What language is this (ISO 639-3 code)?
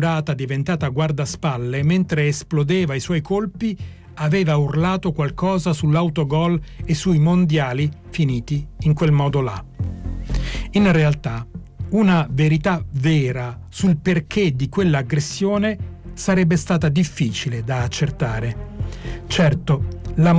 ita